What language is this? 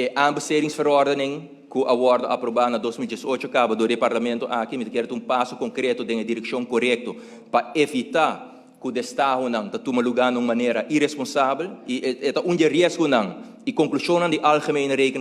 Papiamento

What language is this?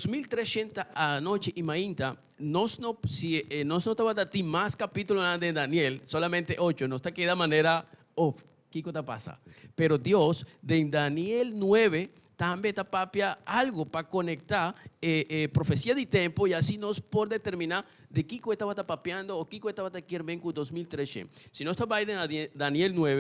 Papiamento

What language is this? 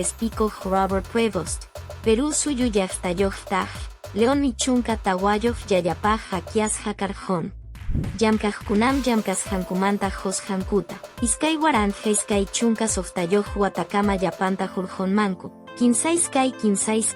Quechua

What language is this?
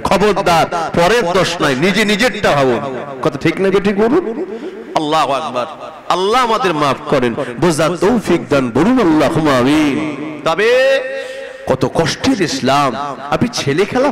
Bangla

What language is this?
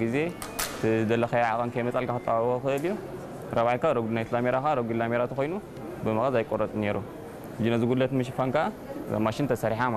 Tigrinya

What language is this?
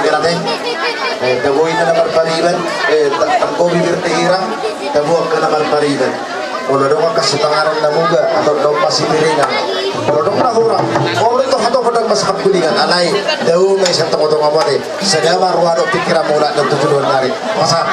Batak Toba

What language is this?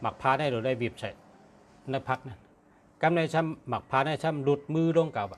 Shan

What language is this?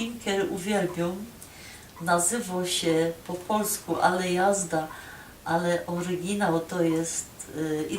Silesian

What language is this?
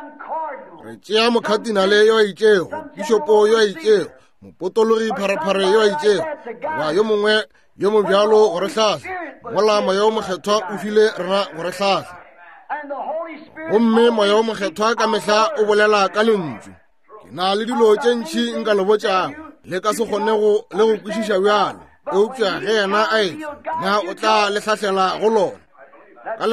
Northern Sotho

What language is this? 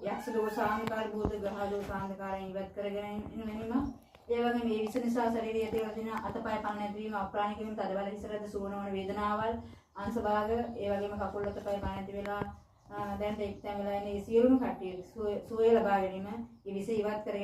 Sinhala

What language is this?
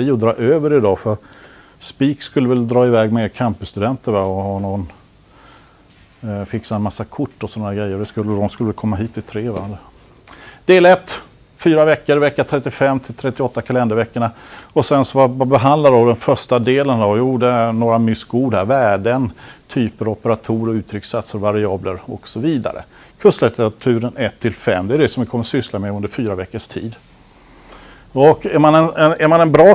Swedish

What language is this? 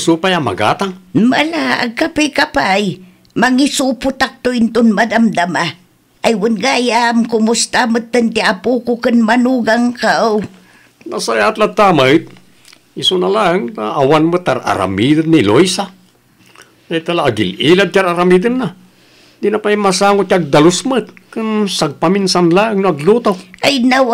Iloko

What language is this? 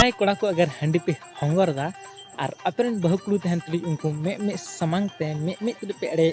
Santali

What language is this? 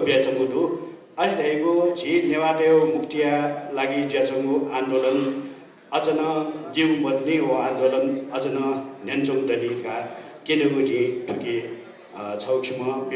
Newari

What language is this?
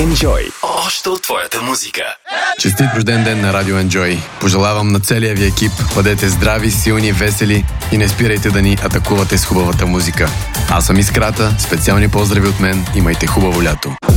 Bulgarian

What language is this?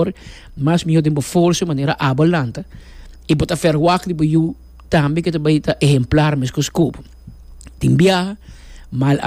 Papiamento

